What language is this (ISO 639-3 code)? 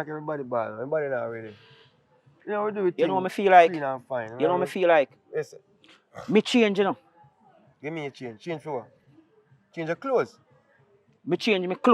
jam